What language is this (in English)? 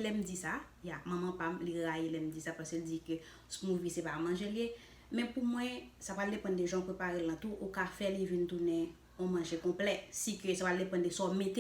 Haitian Creole